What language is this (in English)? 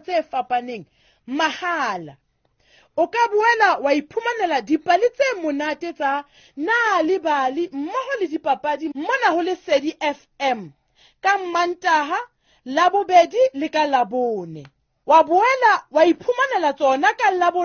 Southern Sotho